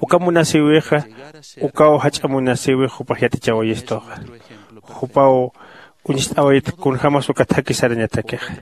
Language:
Aymara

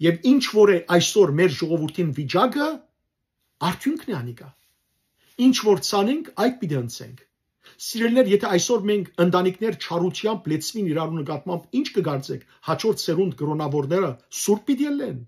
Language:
Western Armenian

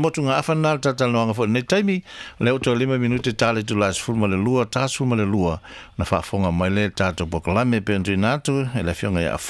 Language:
Samoan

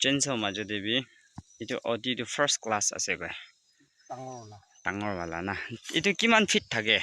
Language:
Naga Pidgin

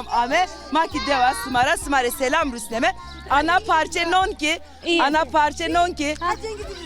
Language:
Zaza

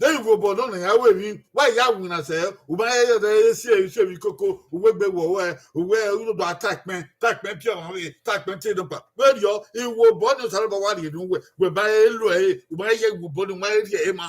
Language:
Bini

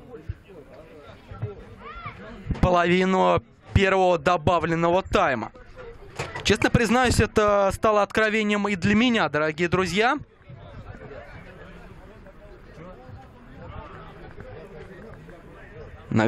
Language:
Russian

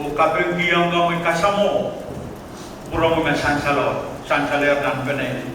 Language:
Pohnpeian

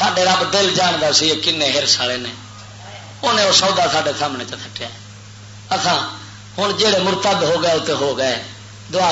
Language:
Western Panjabi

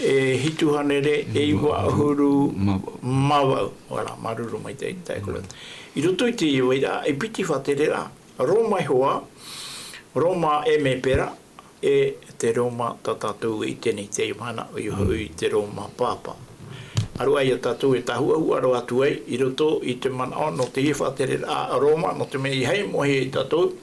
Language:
Tahitian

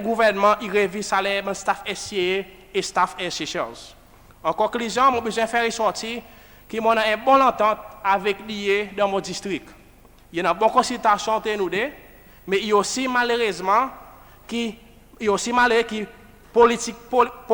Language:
Seselwa Creole French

